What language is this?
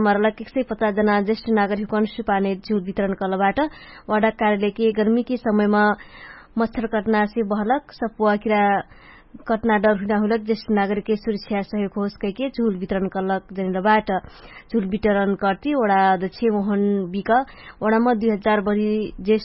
Dangaura Tharu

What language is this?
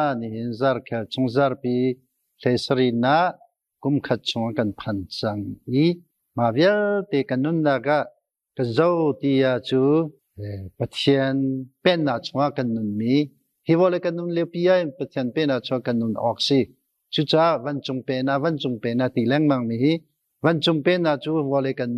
Hakha Chin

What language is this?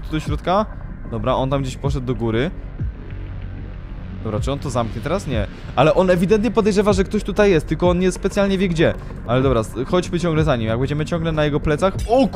Polish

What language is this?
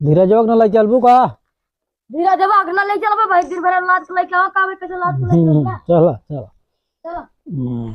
Awadhi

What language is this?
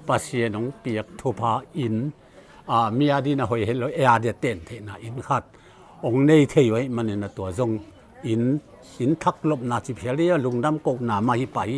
Tedim Chin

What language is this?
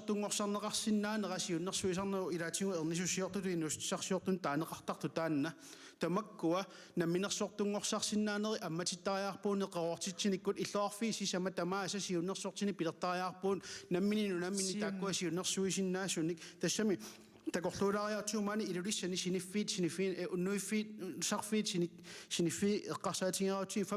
Kalaallisut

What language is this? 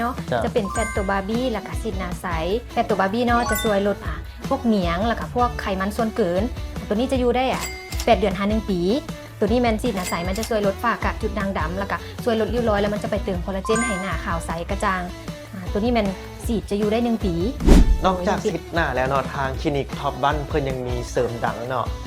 Lao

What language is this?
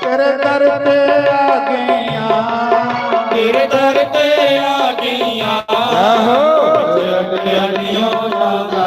Dogri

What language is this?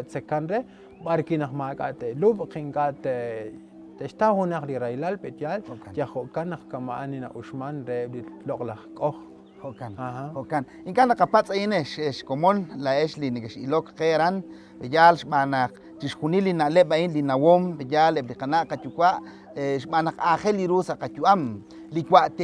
Kekchí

